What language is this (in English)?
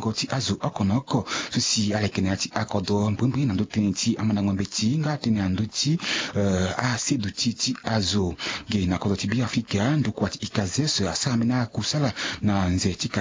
Sango